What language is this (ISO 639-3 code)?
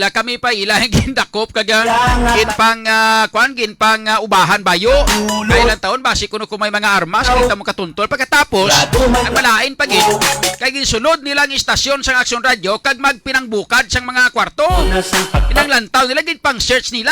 hil